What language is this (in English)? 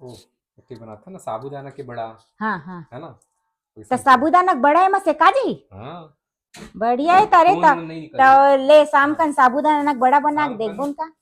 Chhattisgarhi